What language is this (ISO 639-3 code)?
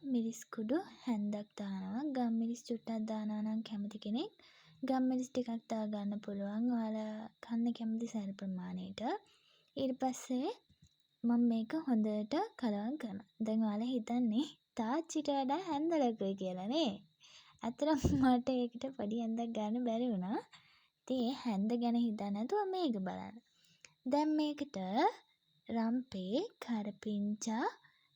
sin